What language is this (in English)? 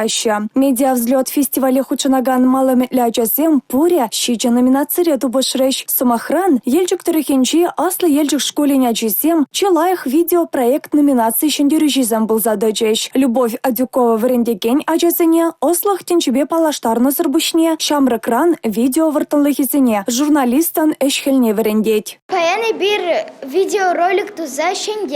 Chuvash